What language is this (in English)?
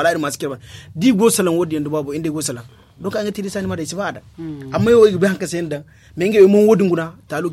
Zarma